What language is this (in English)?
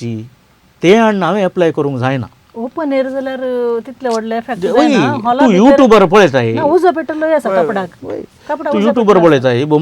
Konkani